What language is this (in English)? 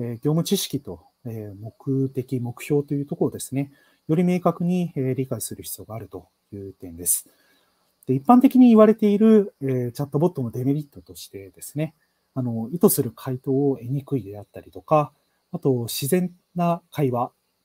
Japanese